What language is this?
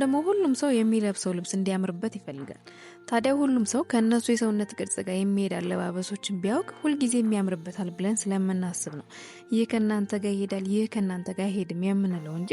Amharic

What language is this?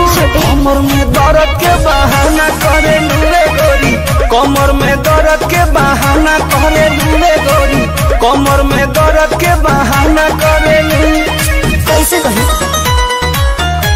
Bhojpuri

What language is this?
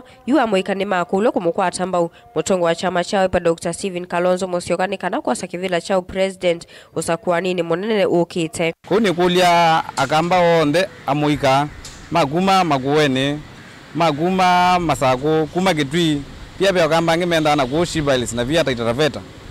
Kamba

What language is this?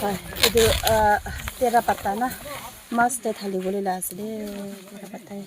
Naga Pidgin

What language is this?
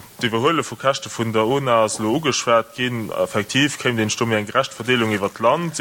Luxembourgish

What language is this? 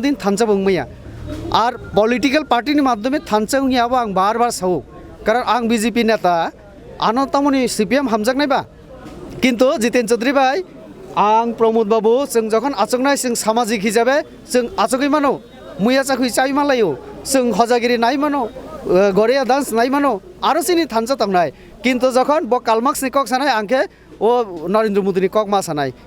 Kok Borok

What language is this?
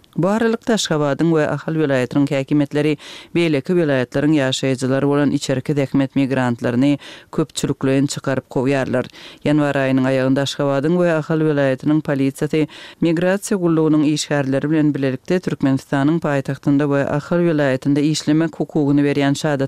Turkmen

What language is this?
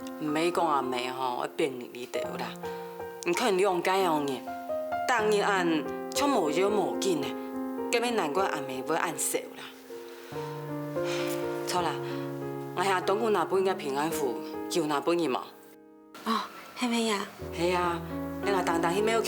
Hakka Chinese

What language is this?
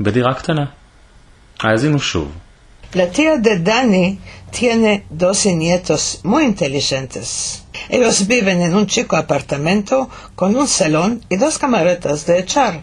Ladino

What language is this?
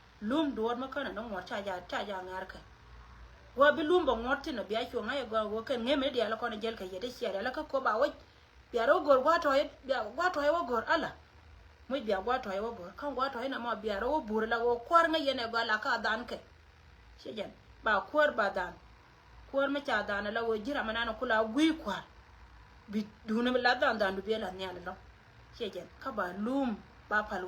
Nuer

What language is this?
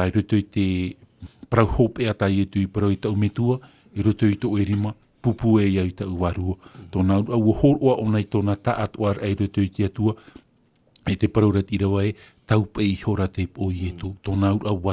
Tahitian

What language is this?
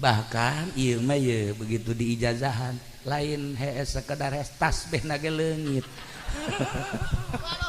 Sundanese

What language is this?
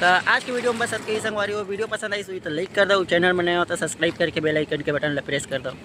Chhattisgarhi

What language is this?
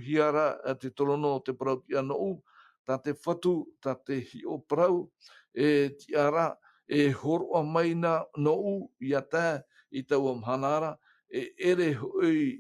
Tahitian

